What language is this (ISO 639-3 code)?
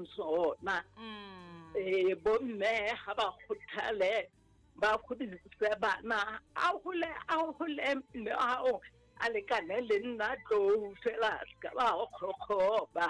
sot